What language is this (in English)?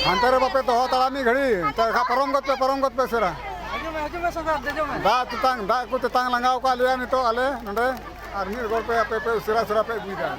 Santali